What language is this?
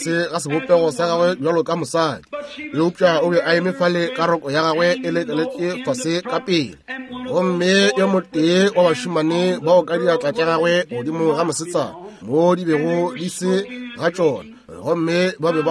Northern Sotho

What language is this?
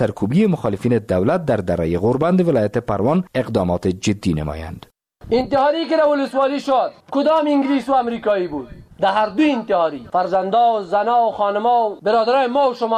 Persian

